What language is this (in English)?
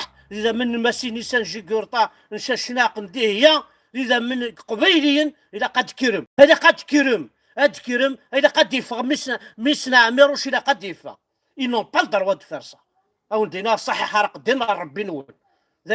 Kabyle